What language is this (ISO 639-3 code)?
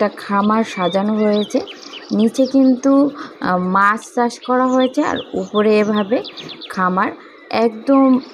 ben